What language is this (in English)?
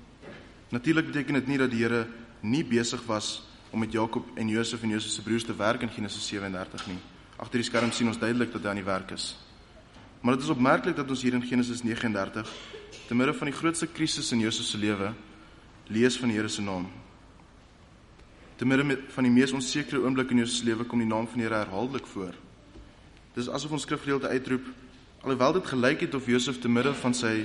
Afrikaans